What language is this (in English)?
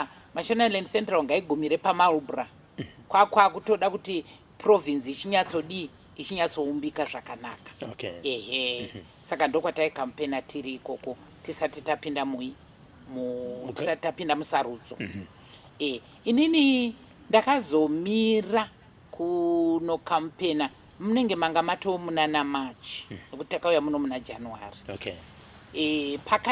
Shona